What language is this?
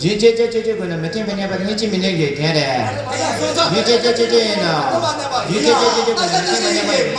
Tibetan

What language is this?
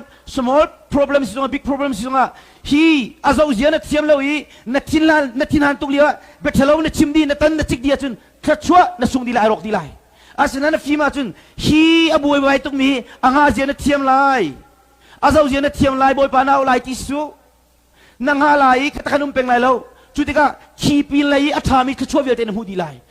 Hakha Chin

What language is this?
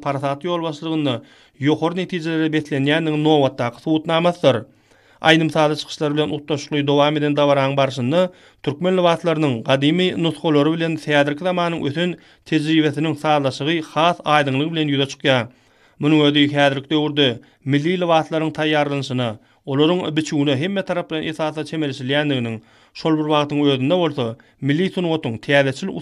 Turkmen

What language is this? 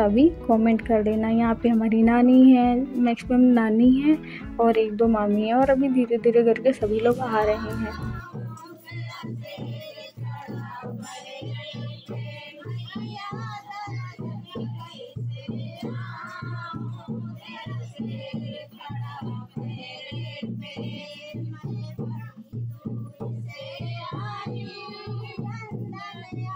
Hindi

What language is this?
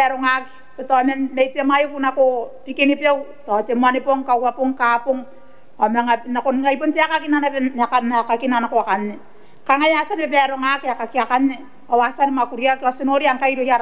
Gilbertese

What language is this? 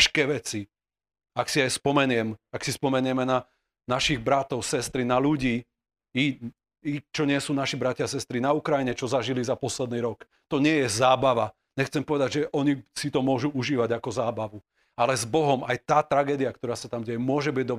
Slovak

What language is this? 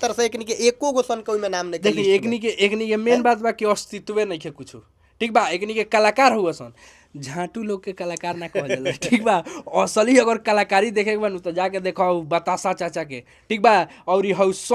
Bhojpuri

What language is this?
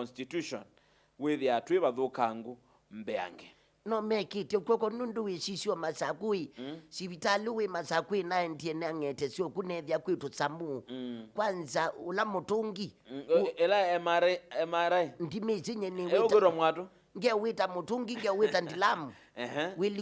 Kamba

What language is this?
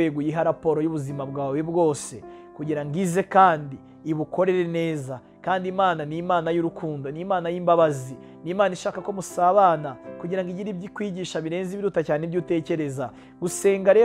Kinyarwanda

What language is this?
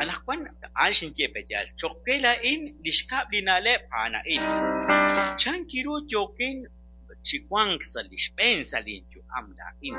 Kekchí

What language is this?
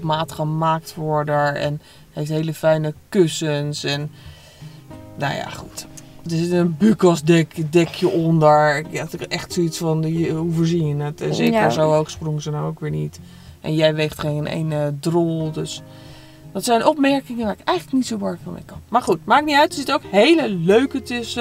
Dutch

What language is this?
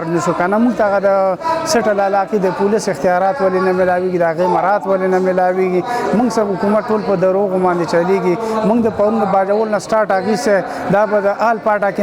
Pashto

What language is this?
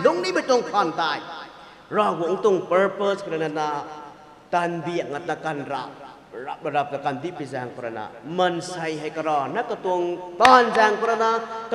Rongmei Naga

